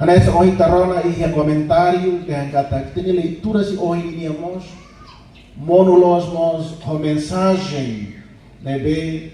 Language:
Tetum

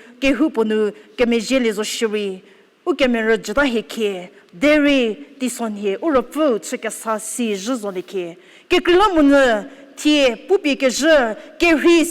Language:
Angami Naga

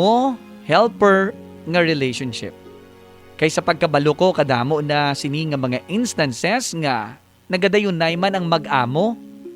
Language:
Hiligaynon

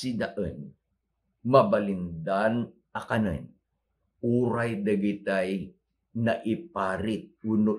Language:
Iloko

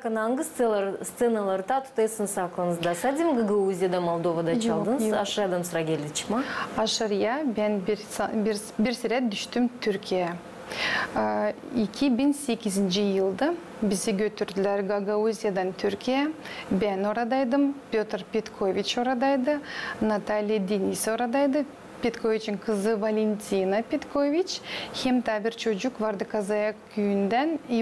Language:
Gagauz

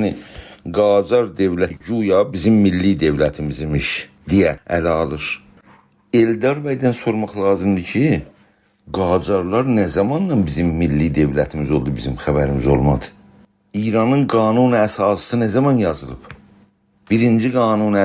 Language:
South Azerbaijani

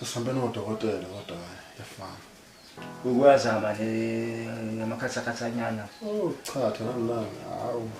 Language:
Zulu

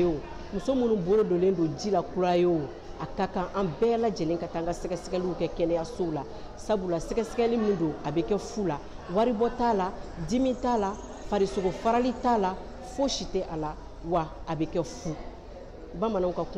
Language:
Bambara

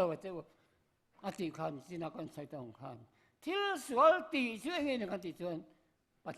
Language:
Mizo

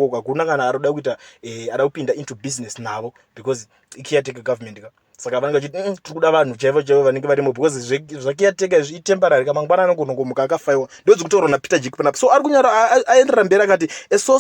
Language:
Shona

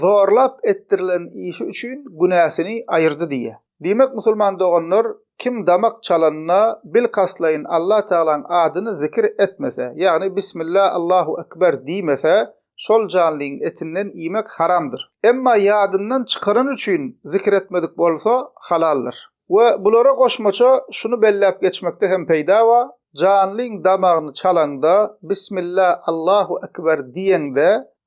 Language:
Turkmen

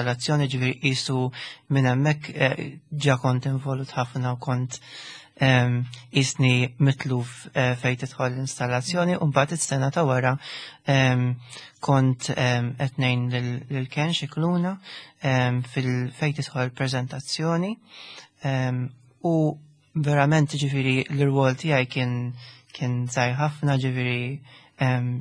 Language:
Maltese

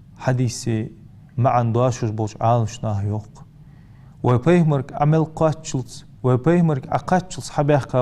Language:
Ingush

